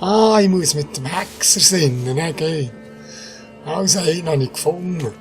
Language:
Swiss German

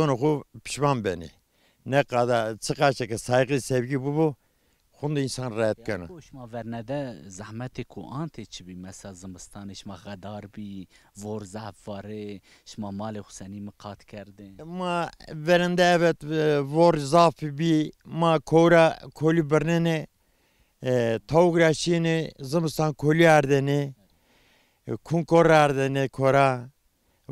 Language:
Zaza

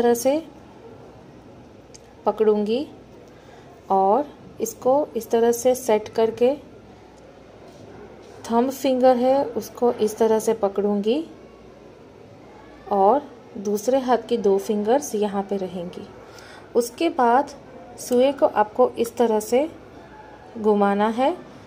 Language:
Hindi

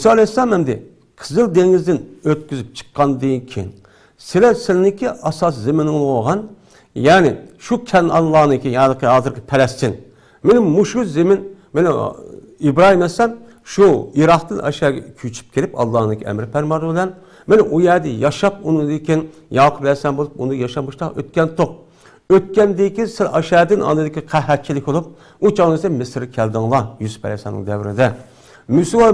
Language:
Uyghur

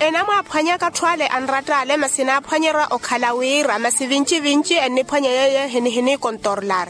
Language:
Makhuwa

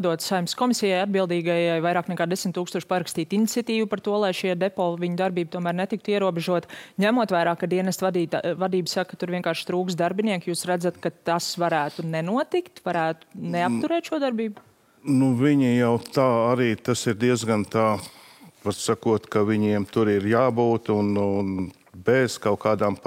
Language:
Latvian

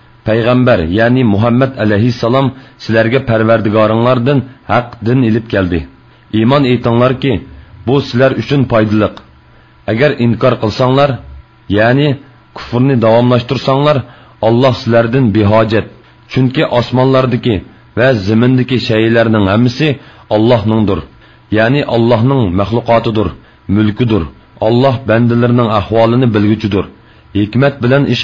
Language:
Uyghur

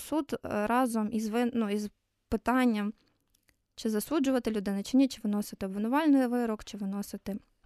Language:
Ukrainian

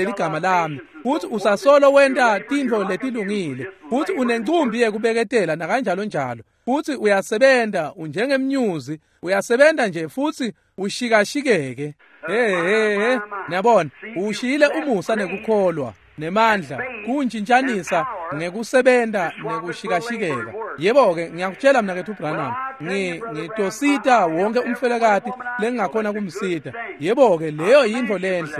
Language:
Swati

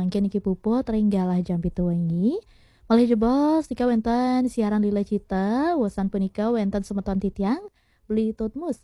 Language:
Balinese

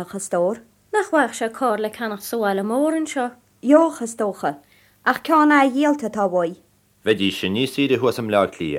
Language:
Irish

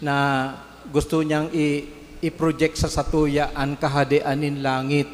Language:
Bikol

